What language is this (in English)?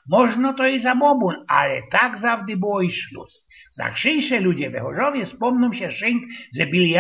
Silesian